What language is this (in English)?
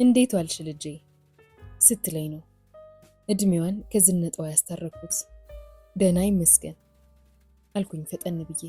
Amharic